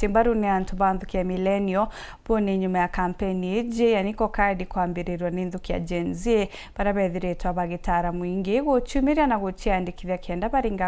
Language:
Meru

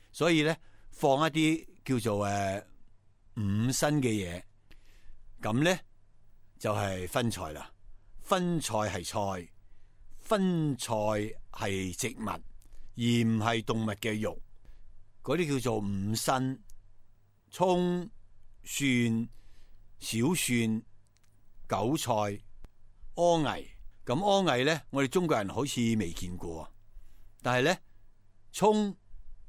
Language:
Cantonese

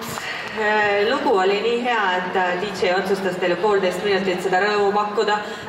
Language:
Estonian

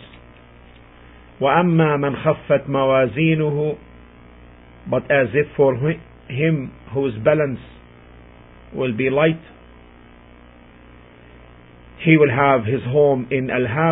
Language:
English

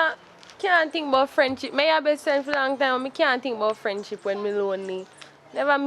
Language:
Jamaican Creole English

